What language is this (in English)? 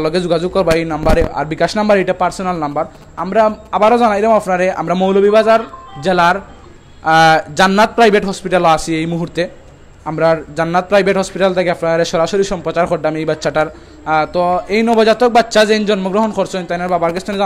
Sylheti